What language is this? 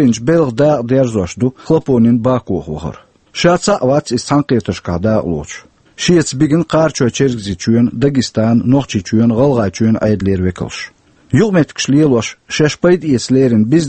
Chechen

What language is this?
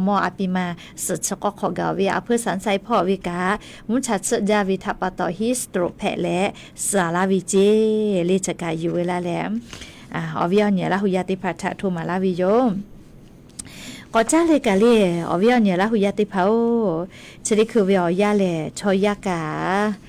Lahu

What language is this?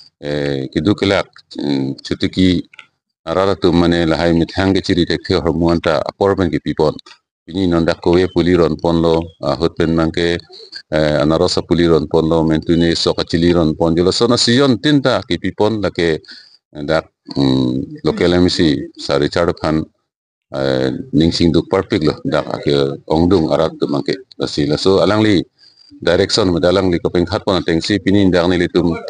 Karbi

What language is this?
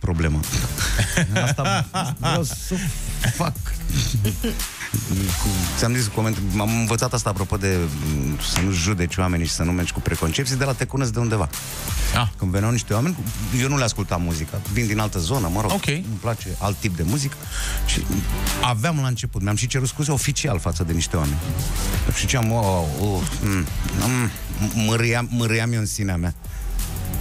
Romanian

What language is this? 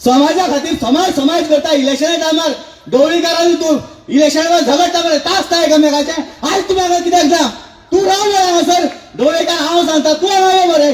Konkani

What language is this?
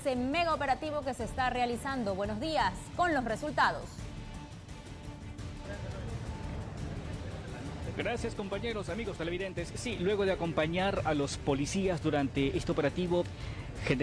Spanish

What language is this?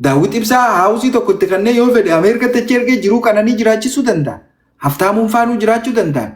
Oromo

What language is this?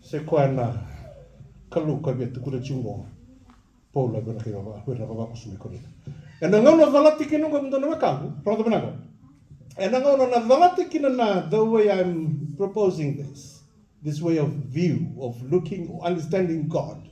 Fijian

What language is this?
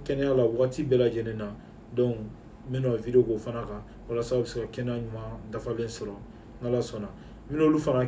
Bambara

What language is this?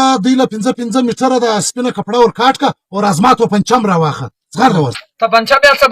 Pashto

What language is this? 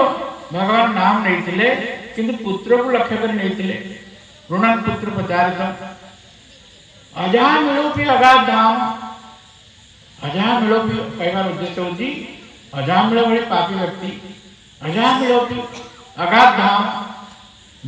Odia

